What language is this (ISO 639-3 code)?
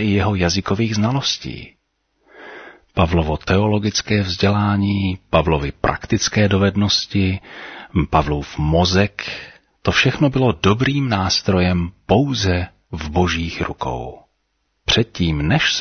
ces